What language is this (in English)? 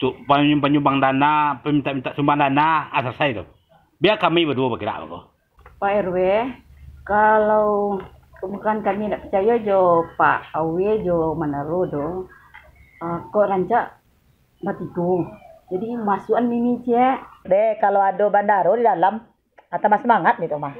Minangkabau